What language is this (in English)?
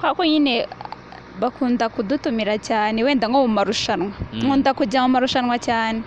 Kinyarwanda